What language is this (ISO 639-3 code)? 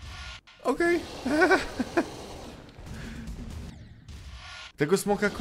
pol